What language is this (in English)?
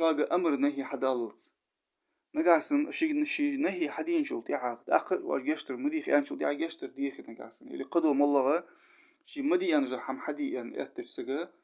Ingush